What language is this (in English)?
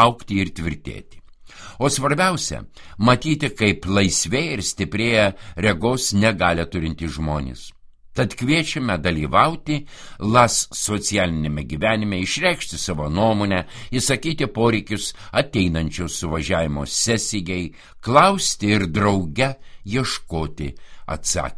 Lithuanian